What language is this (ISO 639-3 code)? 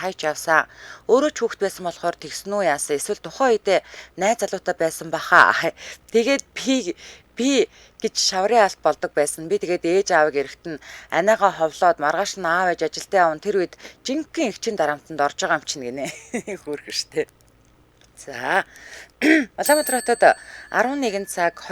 mon